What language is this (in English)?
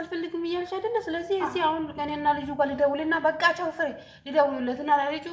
Amharic